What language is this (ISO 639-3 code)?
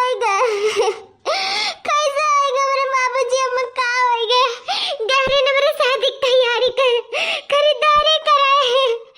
awa